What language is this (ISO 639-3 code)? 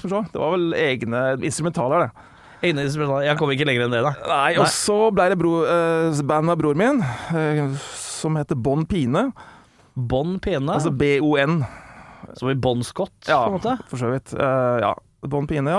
nor